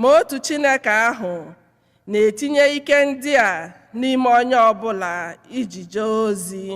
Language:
Igbo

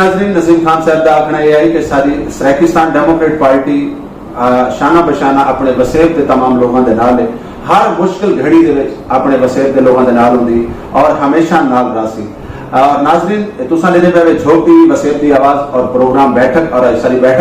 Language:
Saraiki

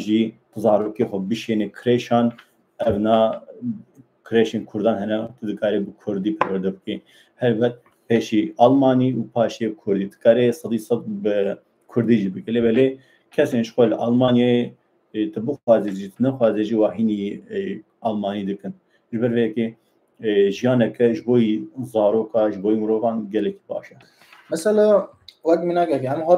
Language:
Kurdish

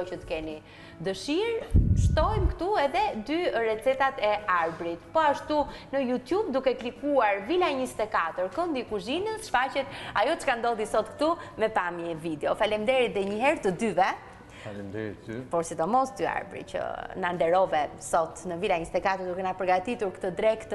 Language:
Albanian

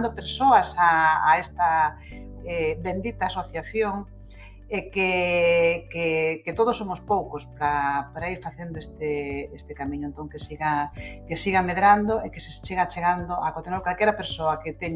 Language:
Galician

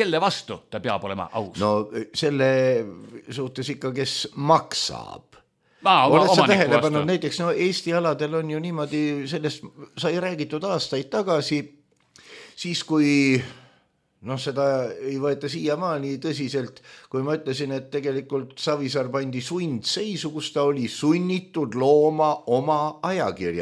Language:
Estonian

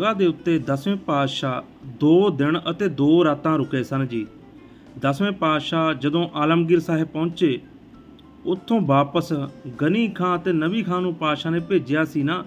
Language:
Punjabi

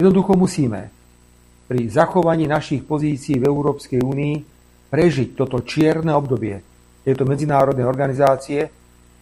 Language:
Slovak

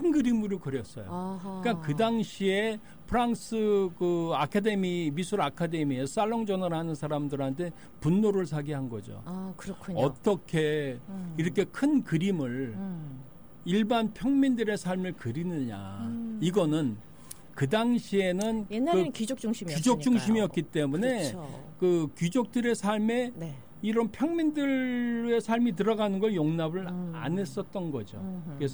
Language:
Korean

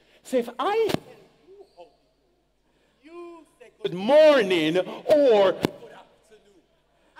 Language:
English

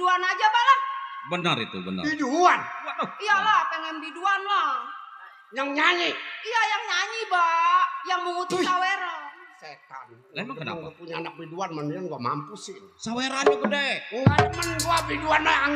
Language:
Betawi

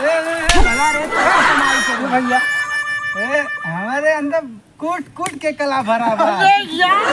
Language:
Awadhi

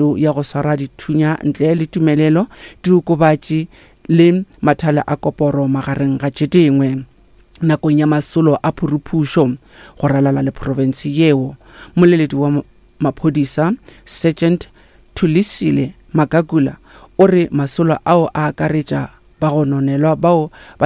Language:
Northern Sotho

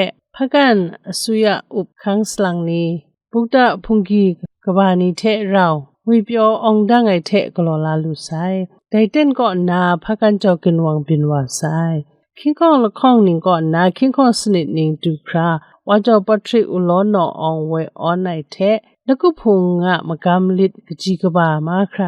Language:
Kachin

